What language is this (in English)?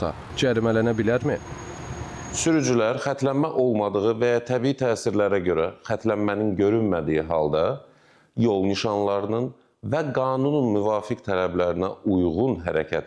Azerbaijani